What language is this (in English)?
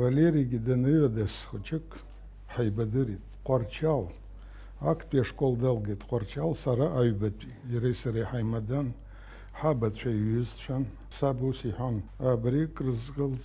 Abkhazian